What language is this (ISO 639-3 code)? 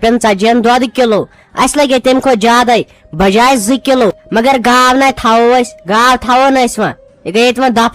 kas